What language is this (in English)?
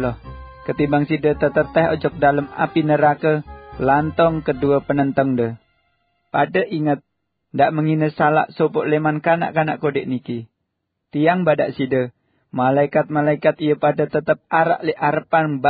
Sasak